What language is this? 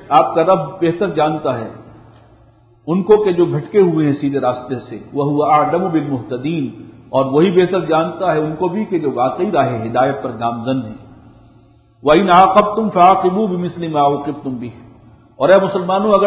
Urdu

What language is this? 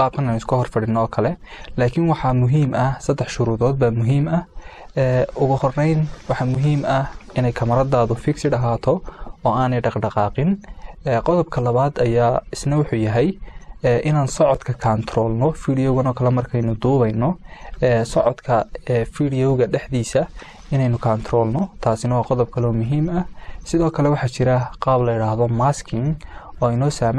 Somali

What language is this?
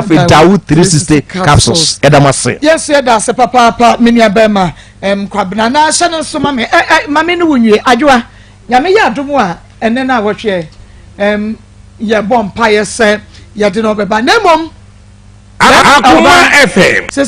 Akan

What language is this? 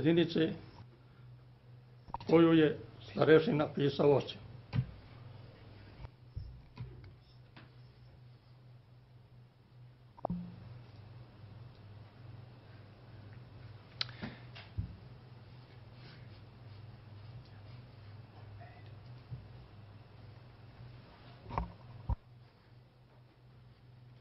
Croatian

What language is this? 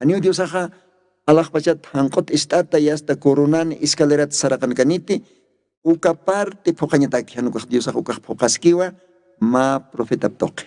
Aymara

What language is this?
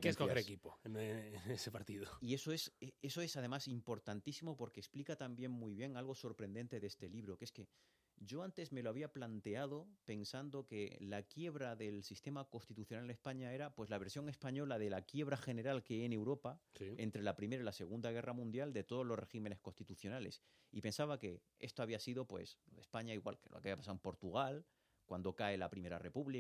Spanish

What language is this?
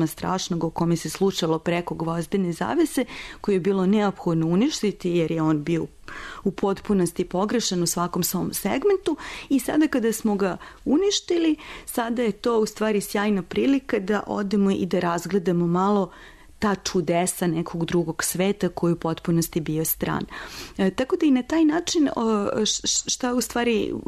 Serbian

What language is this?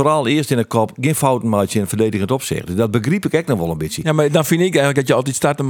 Western Frisian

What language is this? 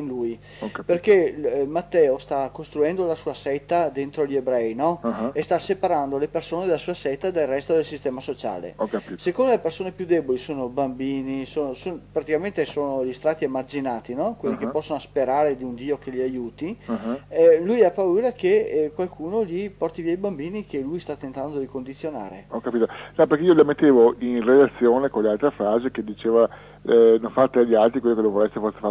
Italian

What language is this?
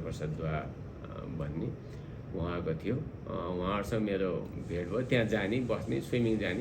Nepali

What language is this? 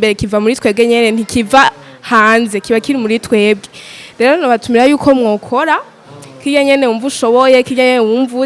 Rundi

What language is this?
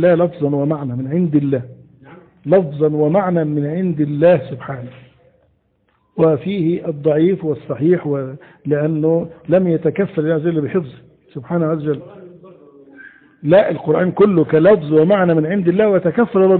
Arabic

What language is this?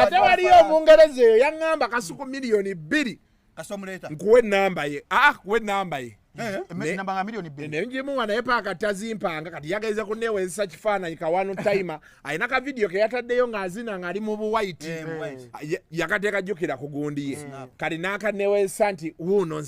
Ganda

